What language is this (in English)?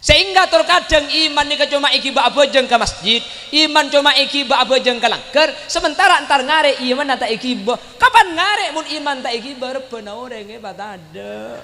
Madurese